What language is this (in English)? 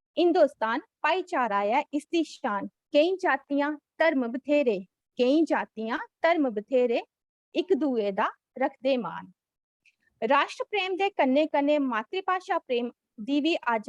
Dogri